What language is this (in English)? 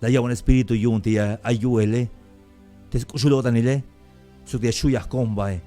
Tzeltal